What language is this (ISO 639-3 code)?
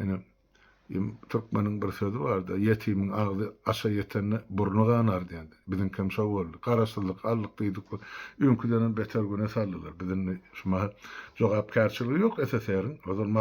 tuk